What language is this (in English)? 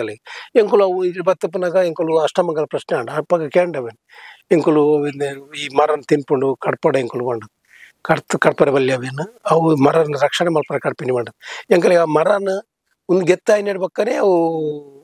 Tulu